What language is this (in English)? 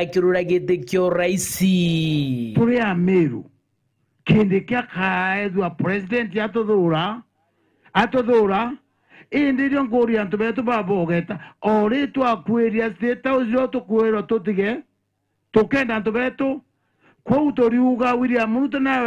Meru